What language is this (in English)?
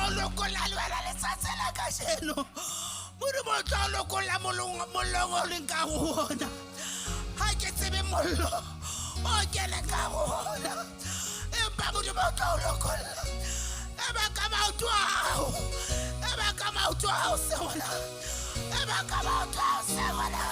Southern Sotho